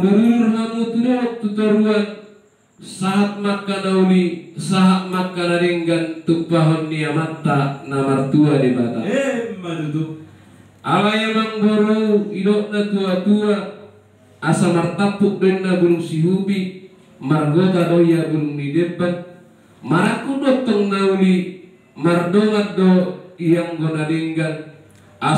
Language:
Batak Toba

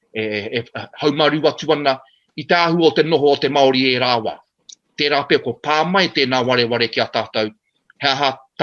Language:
Māori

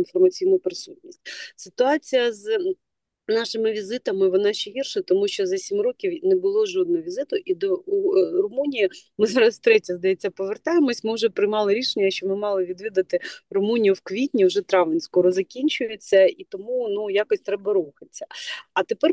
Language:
Ukrainian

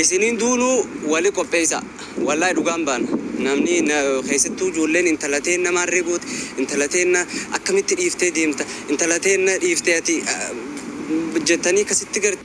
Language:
Oromo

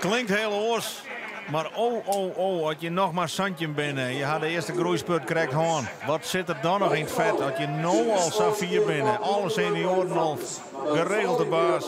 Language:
Western Frisian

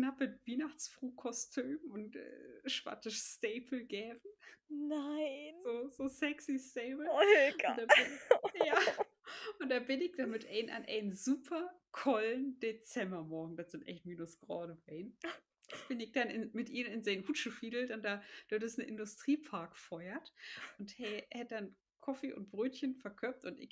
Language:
Low German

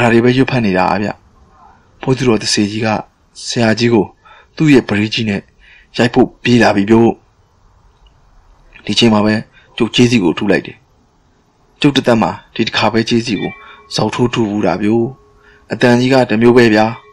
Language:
Burmese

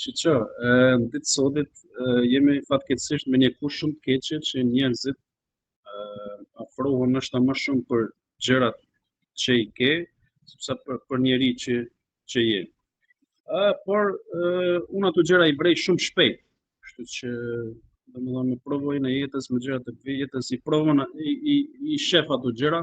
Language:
Albanian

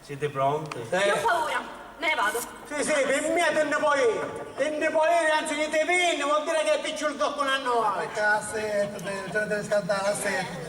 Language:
Sicilian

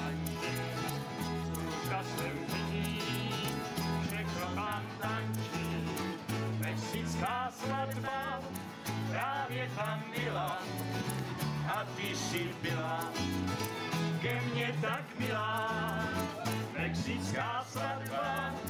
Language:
Czech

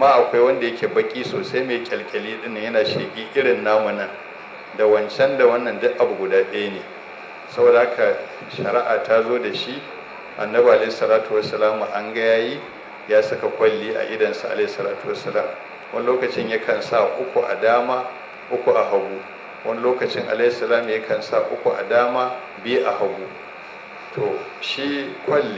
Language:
Hausa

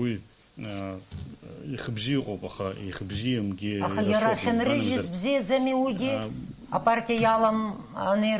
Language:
Abkhazian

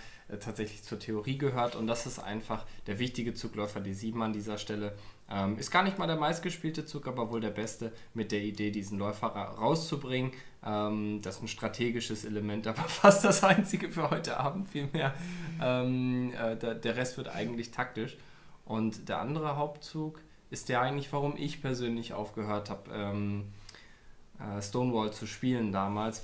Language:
German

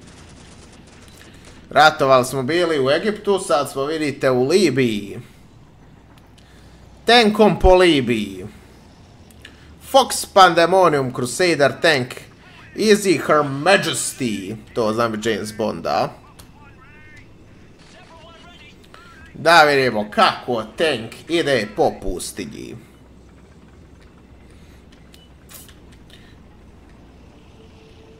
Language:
Croatian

